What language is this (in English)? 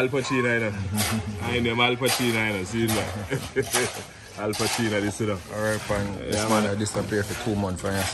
Jamaican Creole English